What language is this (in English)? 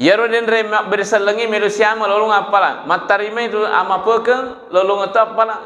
Buginese